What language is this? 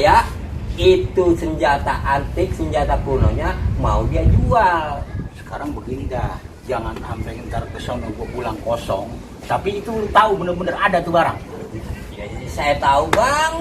Betawi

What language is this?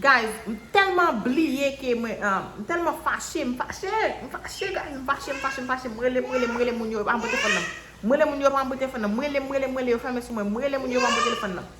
Haitian Creole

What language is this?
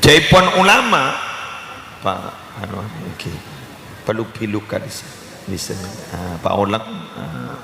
Madurese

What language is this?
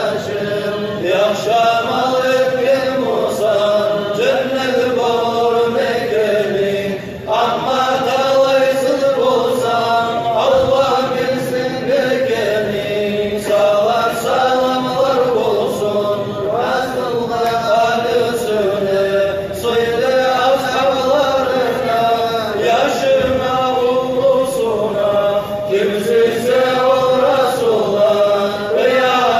Kumyk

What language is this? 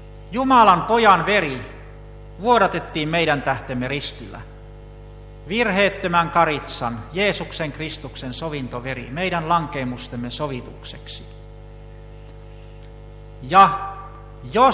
Finnish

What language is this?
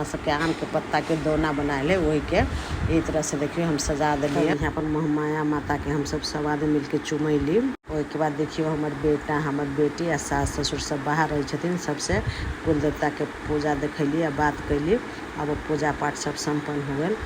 Maithili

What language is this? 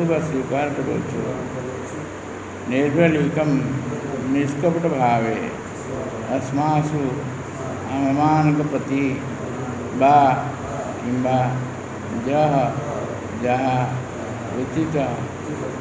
Odia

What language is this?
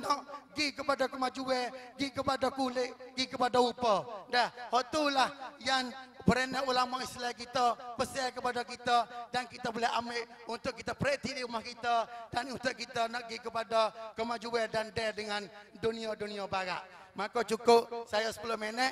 Malay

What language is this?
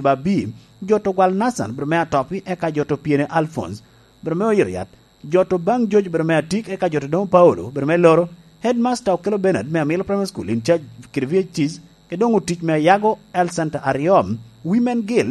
Lango (Uganda)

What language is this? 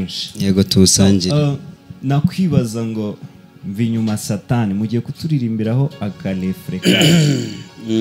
Kinyarwanda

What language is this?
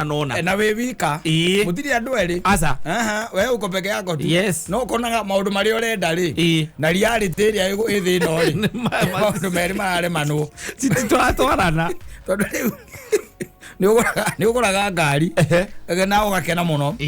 Kikuyu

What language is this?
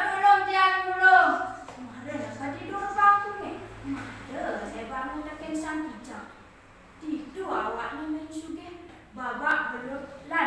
Balinese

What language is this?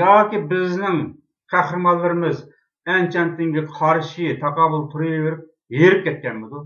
Uyghur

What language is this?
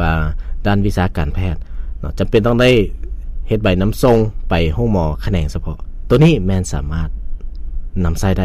Lao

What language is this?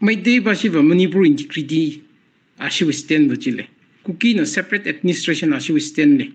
Tangkhul Naga (India)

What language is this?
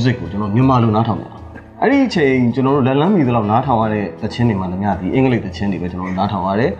Burmese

